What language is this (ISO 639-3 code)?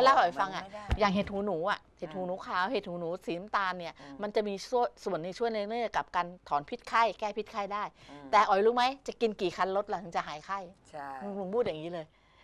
tha